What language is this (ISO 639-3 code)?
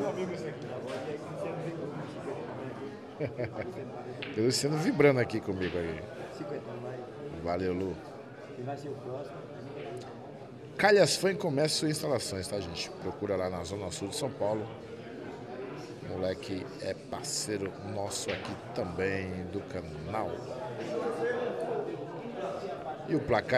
por